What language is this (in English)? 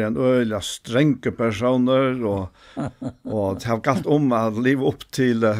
Faroese